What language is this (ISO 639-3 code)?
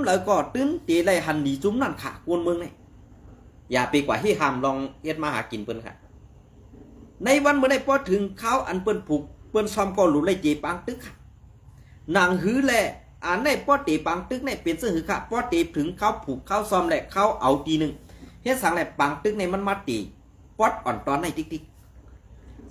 shn